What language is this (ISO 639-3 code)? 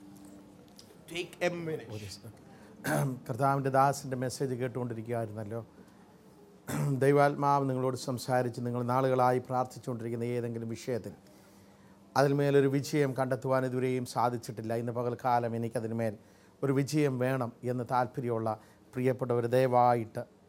mal